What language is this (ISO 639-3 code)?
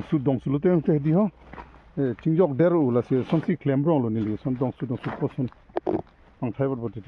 mjw